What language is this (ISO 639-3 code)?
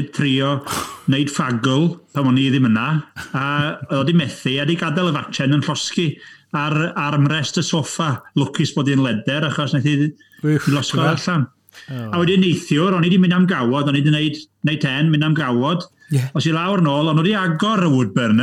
cym